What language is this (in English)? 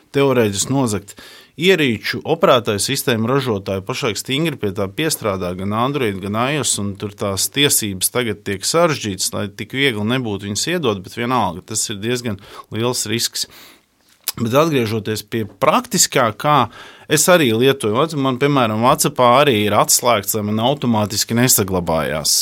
Latvian